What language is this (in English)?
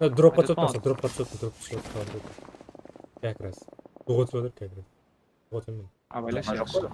Kara-Kalpak